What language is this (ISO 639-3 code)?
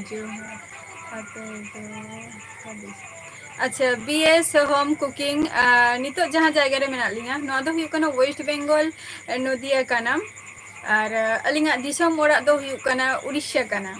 sat